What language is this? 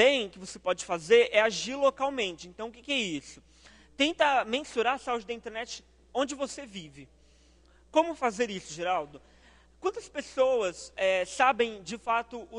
Portuguese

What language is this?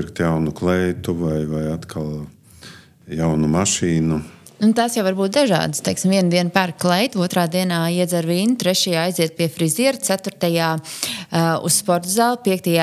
Latvian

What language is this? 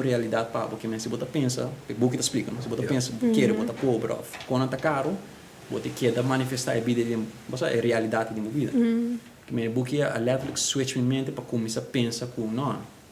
Papiamento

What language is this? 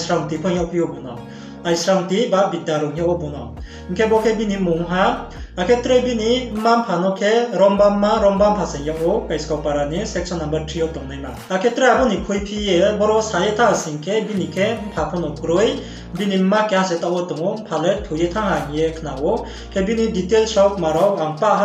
Riang (India)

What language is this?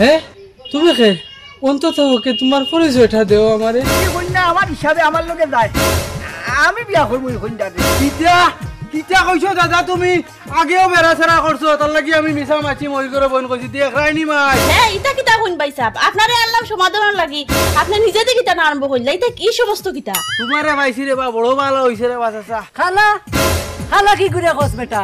Sylheti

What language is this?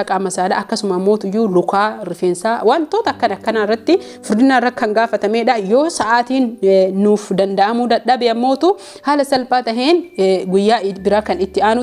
Oromo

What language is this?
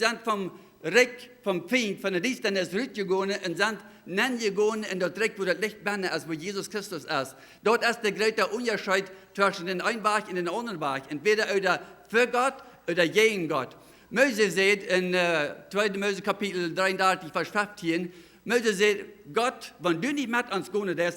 Plautdietsch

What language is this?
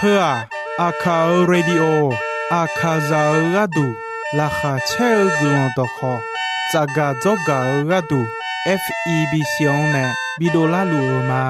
Akha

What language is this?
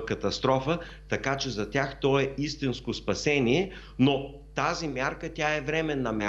Bulgarian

